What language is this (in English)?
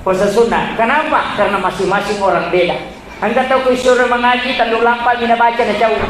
Buginese